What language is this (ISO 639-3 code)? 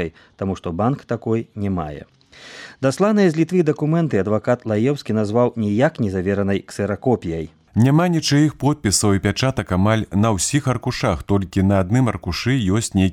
bel